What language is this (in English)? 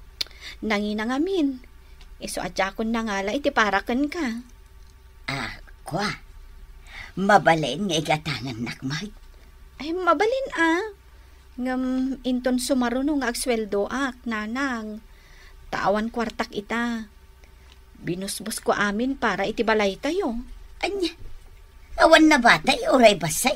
Iloko